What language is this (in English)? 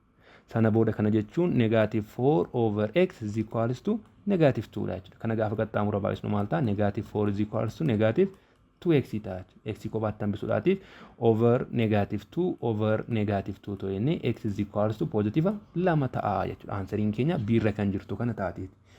Oromo